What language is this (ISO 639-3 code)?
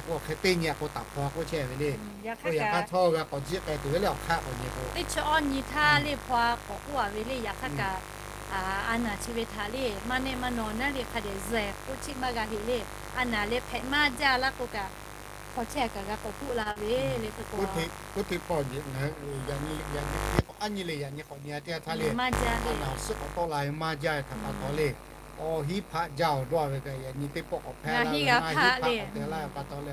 lhu